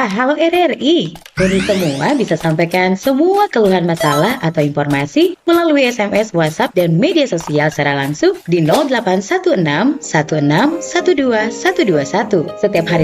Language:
Manado Malay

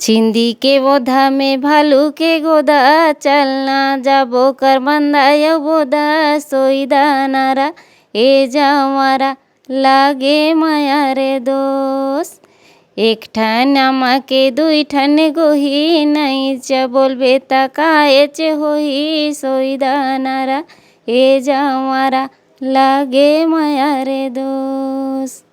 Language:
Chhattisgarhi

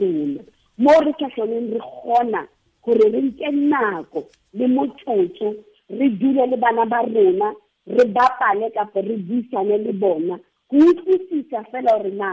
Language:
Southern Sotho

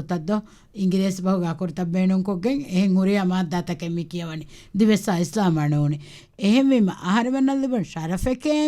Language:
Divehi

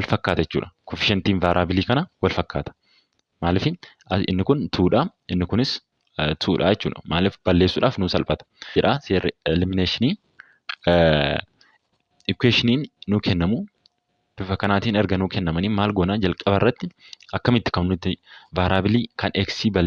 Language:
Oromo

